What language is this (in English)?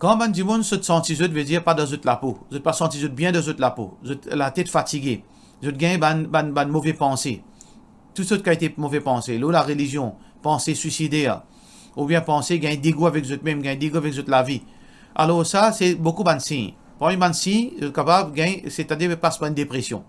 Morisyen